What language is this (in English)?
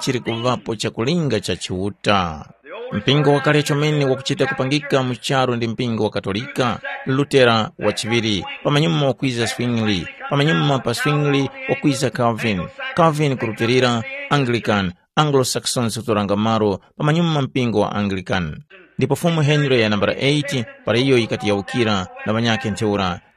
Tumbuka